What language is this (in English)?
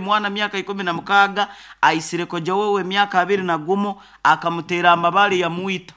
Nyoro